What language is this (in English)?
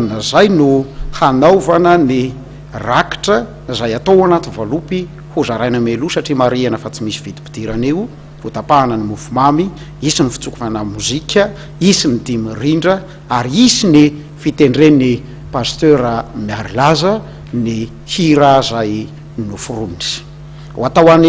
Malagasy